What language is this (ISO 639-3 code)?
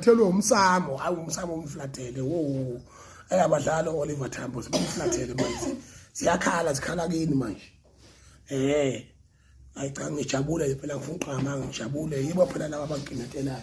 zul